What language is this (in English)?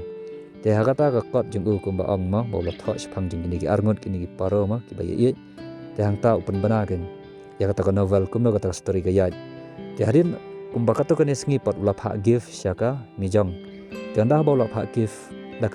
Khasi